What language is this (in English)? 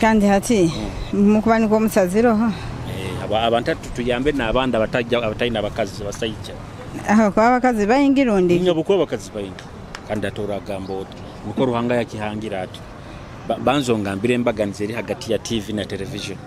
Nyoro